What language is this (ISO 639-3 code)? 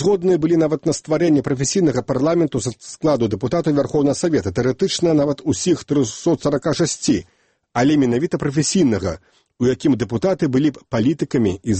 bel